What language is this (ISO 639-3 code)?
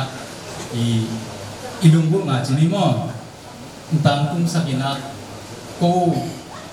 ctd